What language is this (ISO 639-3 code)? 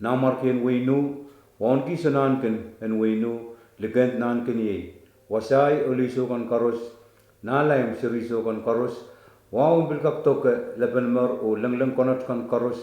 pon